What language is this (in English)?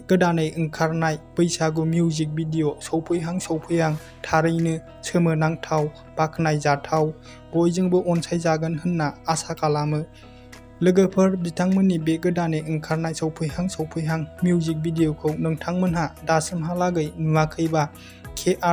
Bodo